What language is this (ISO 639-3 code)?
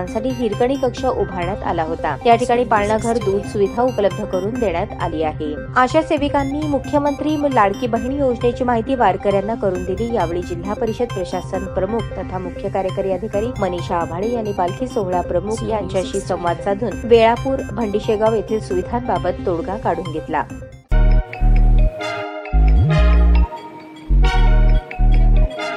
mar